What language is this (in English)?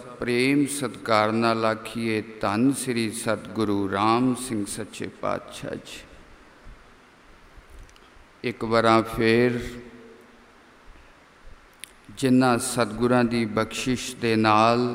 Punjabi